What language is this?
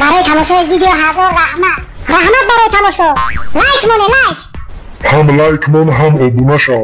Tajik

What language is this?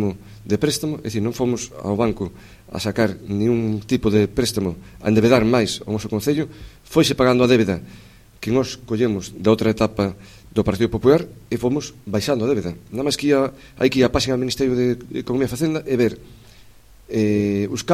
Galician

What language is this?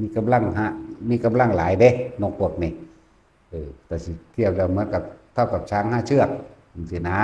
Northeastern Thai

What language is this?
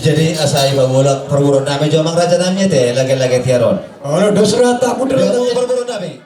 Batak Toba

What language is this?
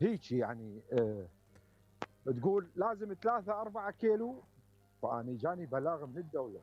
Mesopotamian Arabic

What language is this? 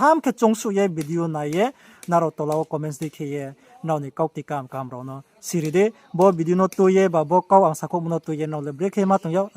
Riang (India)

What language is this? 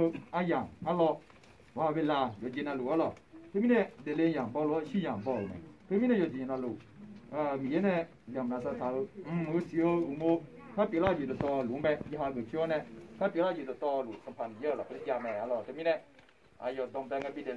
Akha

